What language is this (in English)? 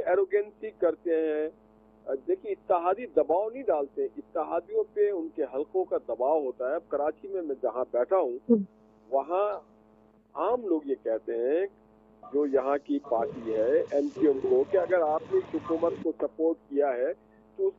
Urdu